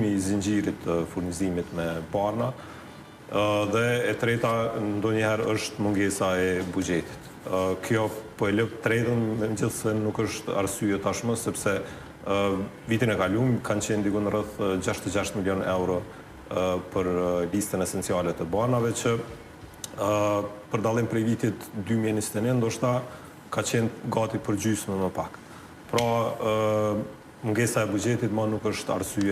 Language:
Albanian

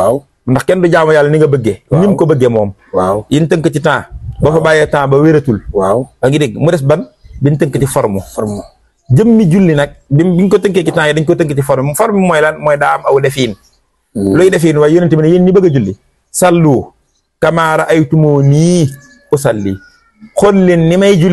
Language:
Wolof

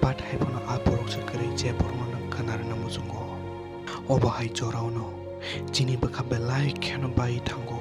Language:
Kok Borok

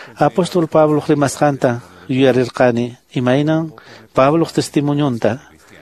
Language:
Quechua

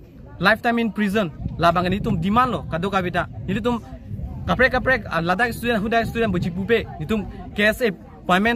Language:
Karbi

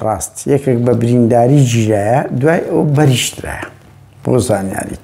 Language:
Central Kurdish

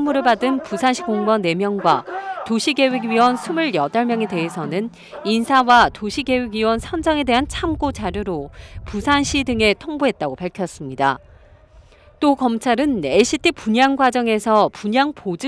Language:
Korean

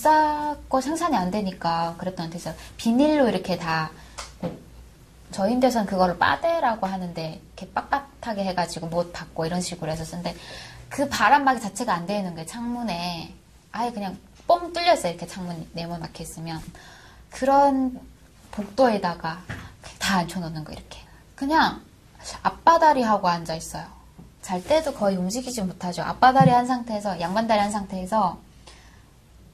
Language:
Korean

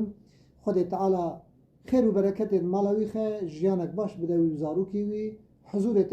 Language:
Kurdish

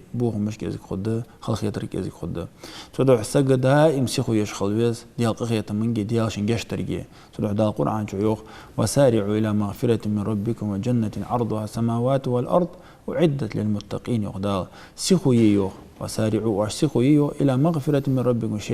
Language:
Ingush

